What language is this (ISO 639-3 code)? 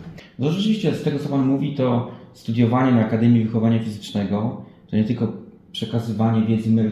pol